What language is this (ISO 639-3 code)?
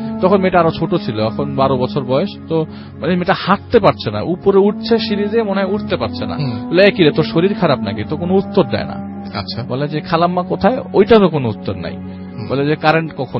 ben